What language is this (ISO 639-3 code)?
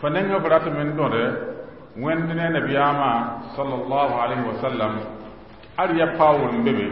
mos